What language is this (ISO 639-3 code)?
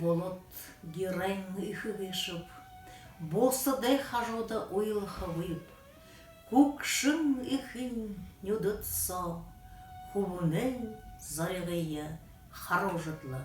bua